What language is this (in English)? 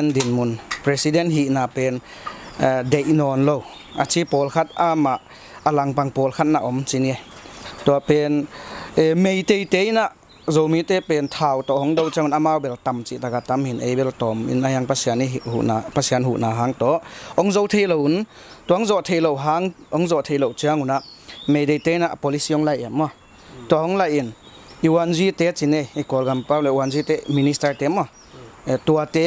Tedim Chin